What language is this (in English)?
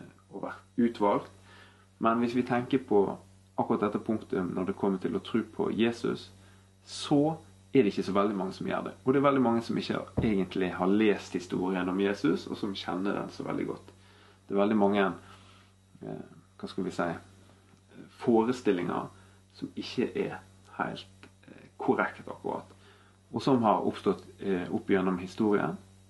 Norwegian